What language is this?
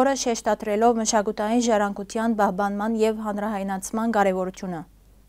Western Armenian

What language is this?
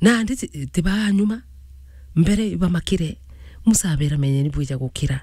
Meru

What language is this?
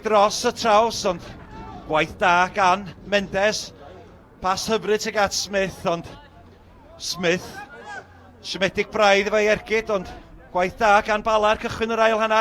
Welsh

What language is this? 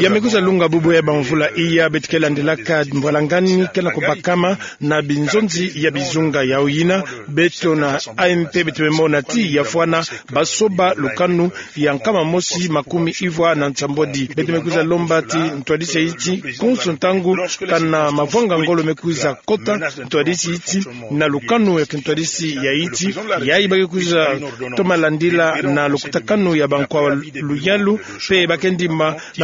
Kituba (Democratic Republic of Congo)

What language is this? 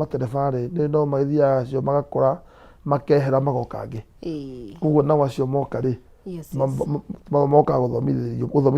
Kikuyu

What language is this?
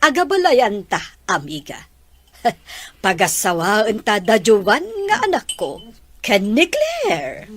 Iloko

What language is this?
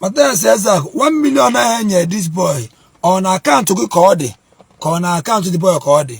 Igbo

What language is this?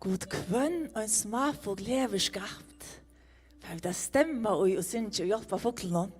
Faroese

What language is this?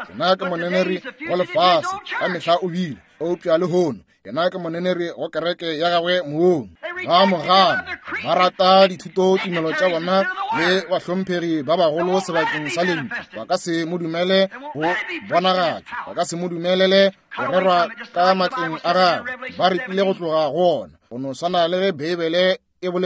Northern Sotho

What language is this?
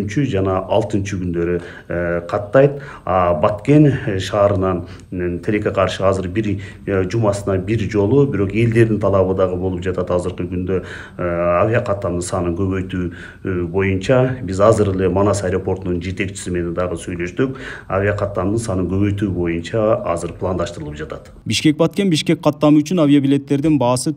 Kyrgyz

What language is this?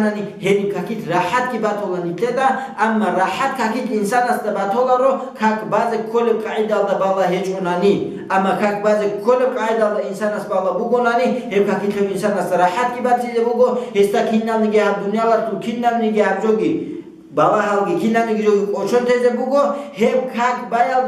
Avaric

